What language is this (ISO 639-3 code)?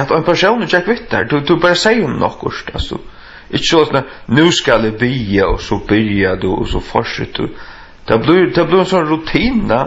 fao